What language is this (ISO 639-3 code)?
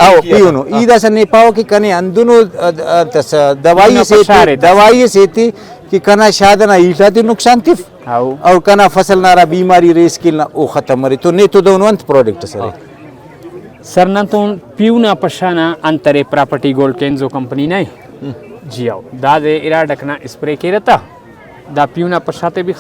brh